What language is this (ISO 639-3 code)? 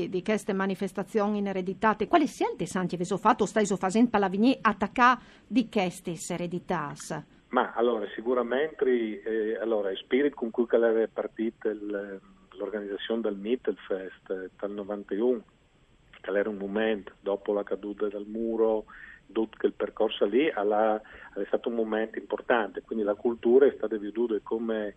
fur